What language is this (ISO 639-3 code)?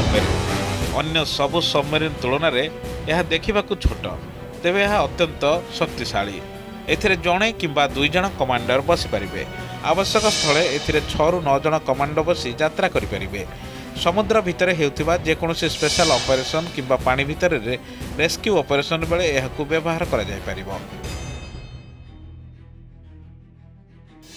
ori